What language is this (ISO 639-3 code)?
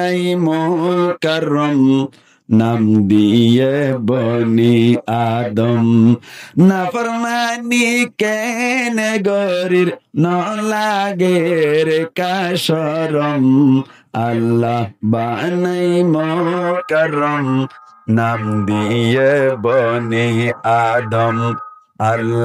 rhg